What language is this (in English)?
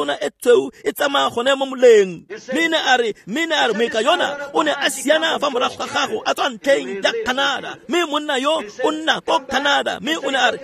Tswana